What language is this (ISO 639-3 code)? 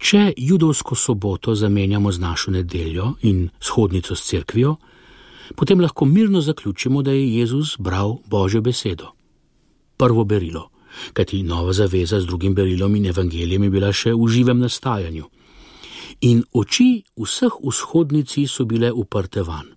slv